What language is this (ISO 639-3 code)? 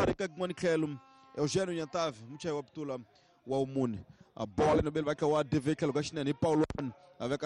tso